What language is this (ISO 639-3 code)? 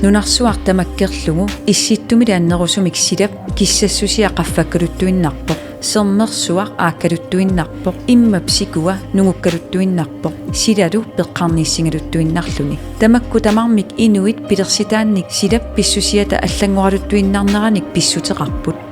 kal